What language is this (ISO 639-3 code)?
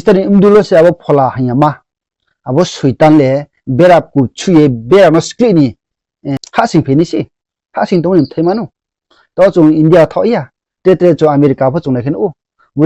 ria